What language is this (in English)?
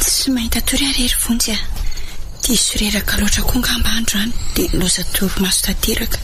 Malagasy